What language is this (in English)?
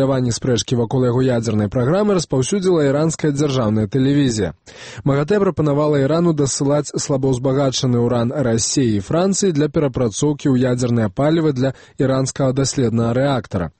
Belarusian